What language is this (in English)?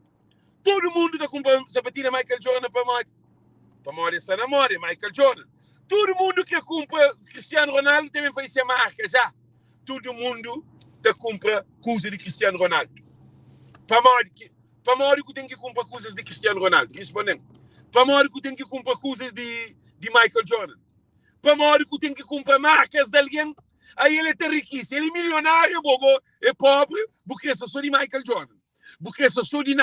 Kabuverdianu